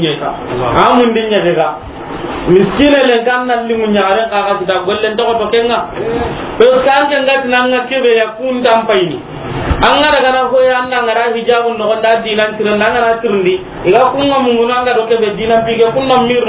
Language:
Soninke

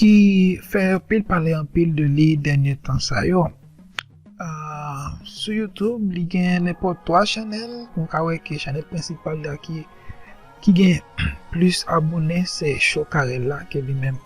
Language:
Haitian Creole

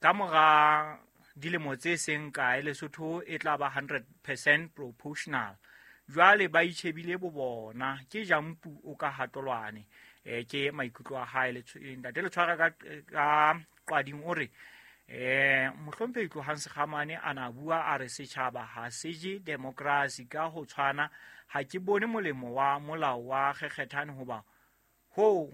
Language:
Southern Sotho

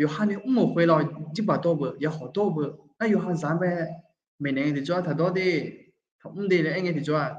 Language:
Akha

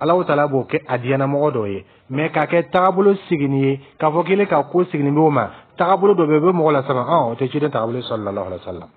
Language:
Dyula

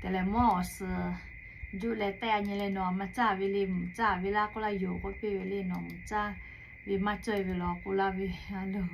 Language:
Lahu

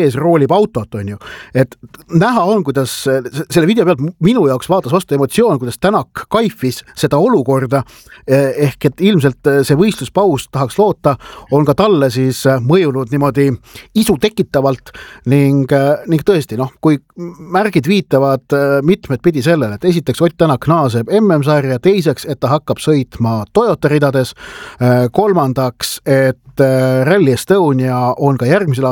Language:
Estonian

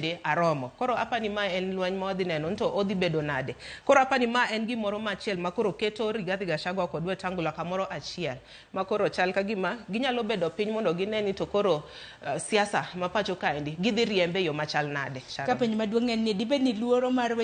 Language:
Luo (Kenya and Tanzania)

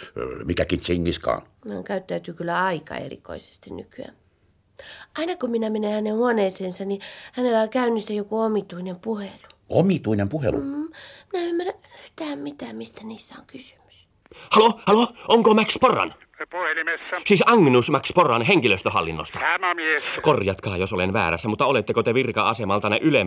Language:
Finnish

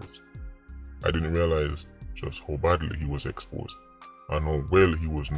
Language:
Jamaican Creole English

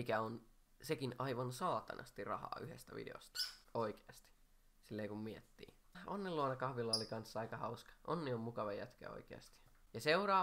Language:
Finnish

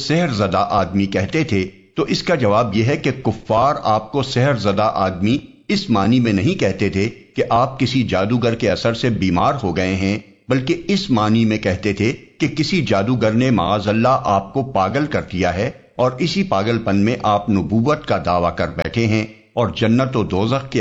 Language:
Urdu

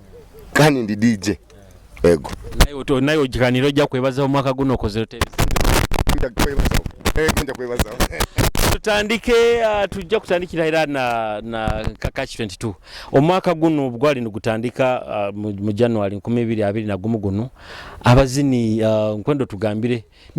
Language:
Nyoro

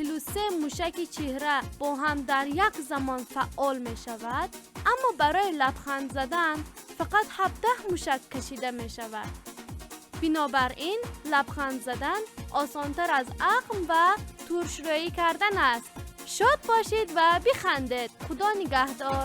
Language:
Tajik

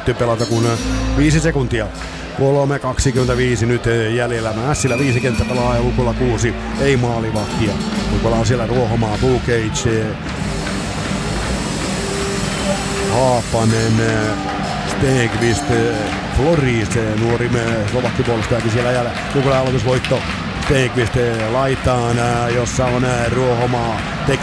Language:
Finnish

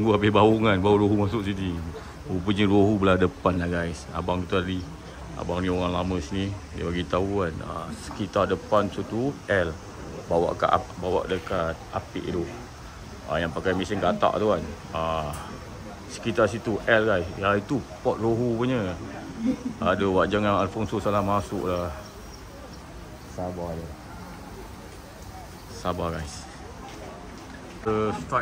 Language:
Malay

